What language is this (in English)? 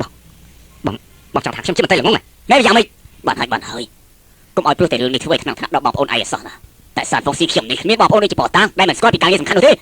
Khmer